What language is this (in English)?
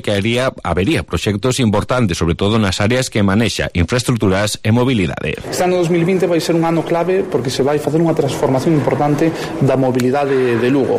Galician